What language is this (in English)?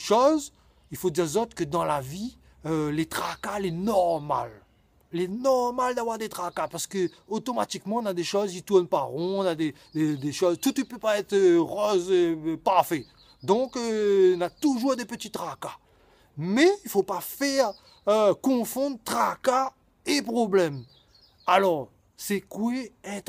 Réunion Creole French